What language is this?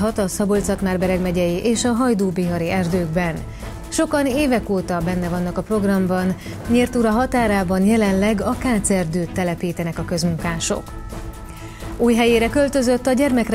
Hungarian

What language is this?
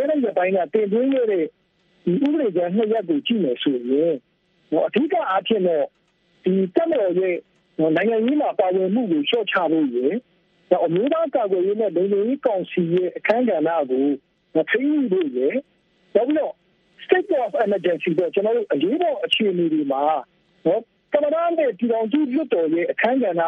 Burmese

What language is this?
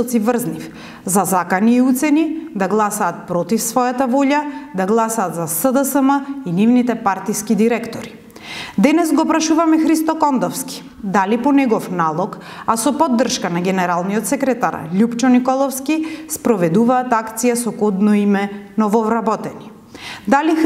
Macedonian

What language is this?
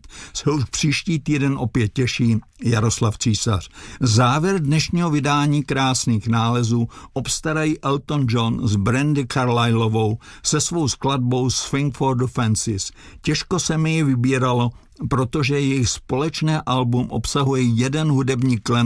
Czech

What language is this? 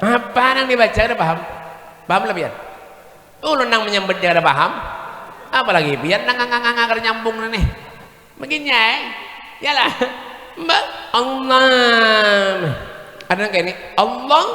Banjar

